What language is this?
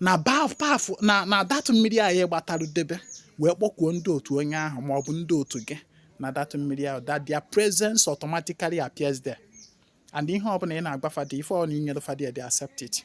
Igbo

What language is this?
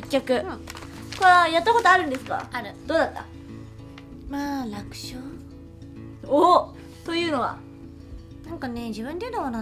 Japanese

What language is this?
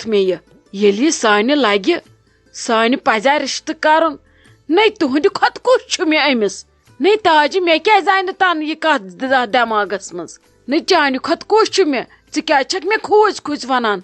Kashmiri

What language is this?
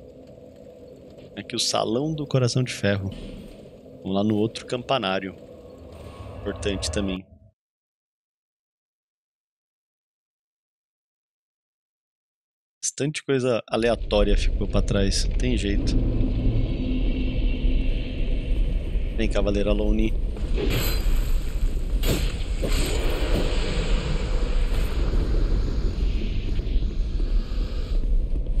Portuguese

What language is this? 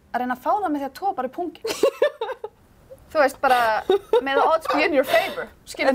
Icelandic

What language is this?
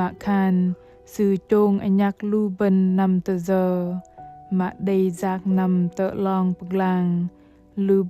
Bahnar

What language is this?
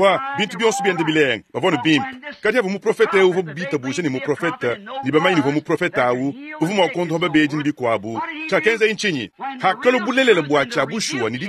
Luba-Lulua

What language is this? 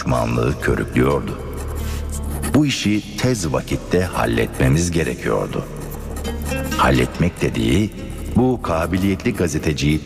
Turkish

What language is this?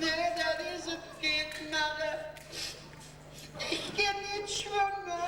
Limburgish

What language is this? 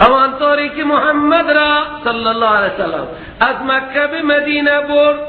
Persian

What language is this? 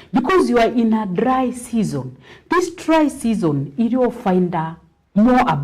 Meru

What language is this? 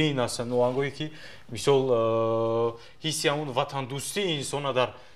Tajik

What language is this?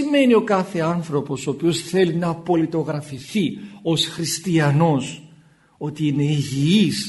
Greek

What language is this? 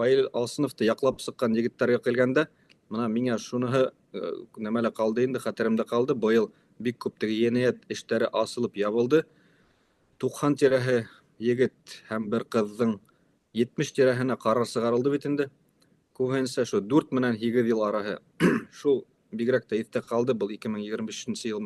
Bashkir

